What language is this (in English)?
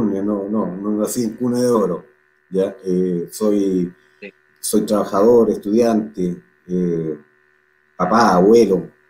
Spanish